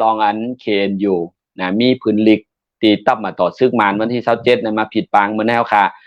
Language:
Shan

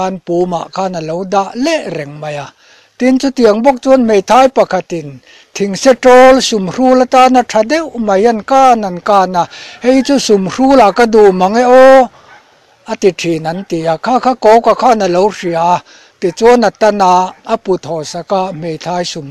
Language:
Mizo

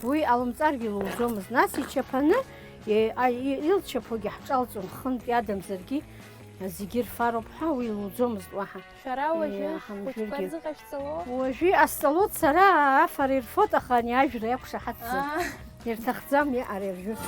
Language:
Abkhazian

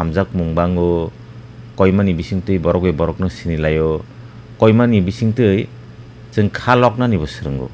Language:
Kok Borok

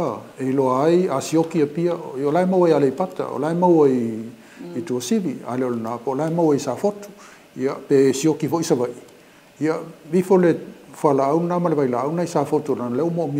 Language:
Samoan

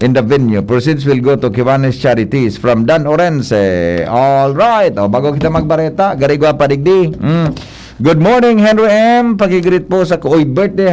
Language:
Bikol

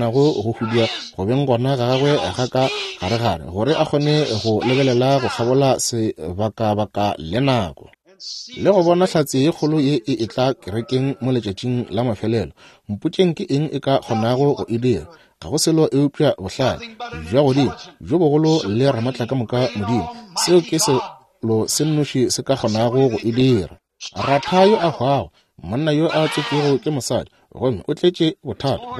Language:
Northern Sotho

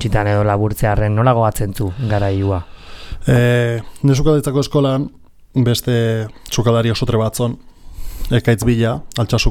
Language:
Basque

